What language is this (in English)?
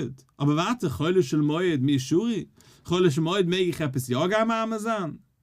Yiddish